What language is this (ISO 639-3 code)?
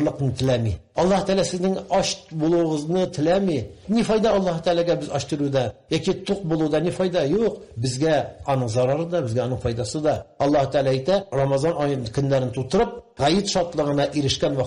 tat